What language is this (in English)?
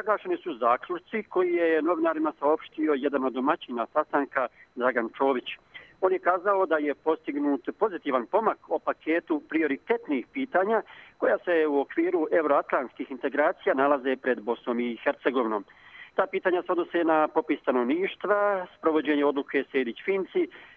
Croatian